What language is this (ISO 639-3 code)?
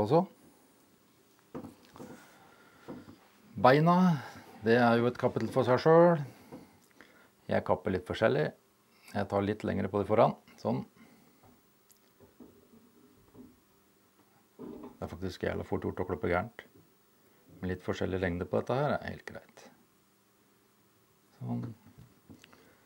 nor